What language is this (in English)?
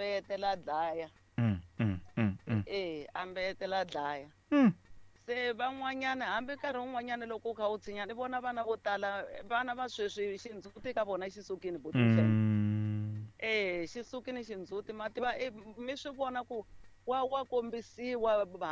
Tsonga